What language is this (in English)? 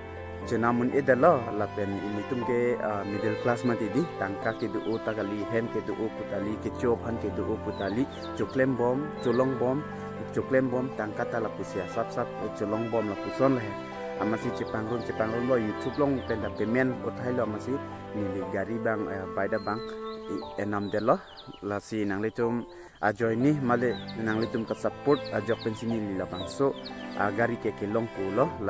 Karbi